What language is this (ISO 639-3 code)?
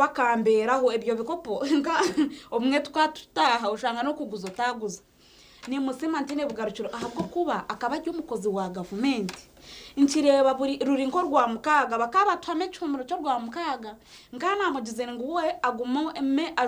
nyn